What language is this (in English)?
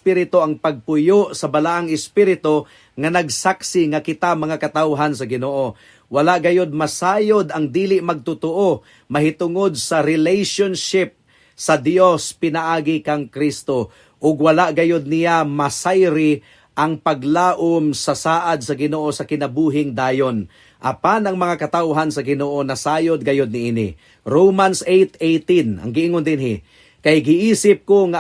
Cebuano